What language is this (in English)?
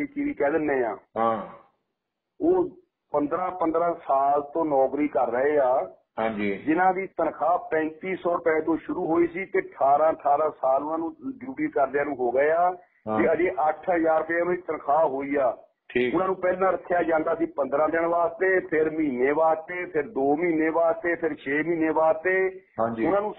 Punjabi